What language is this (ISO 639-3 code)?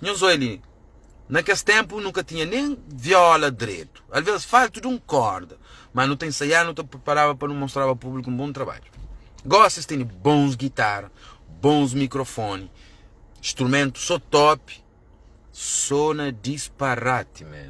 kea